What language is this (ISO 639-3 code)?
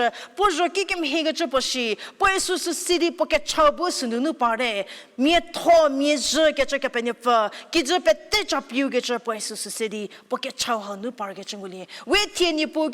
njm